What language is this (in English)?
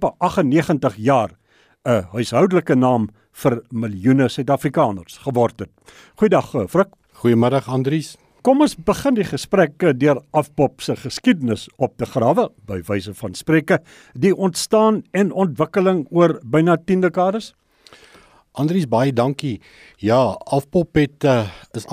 Afrikaans